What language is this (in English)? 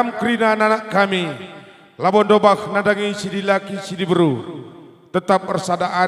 Batak Karo